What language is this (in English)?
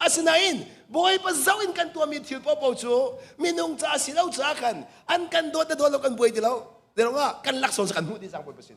Hakha Chin